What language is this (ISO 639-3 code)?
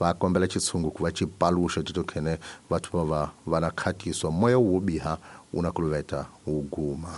tso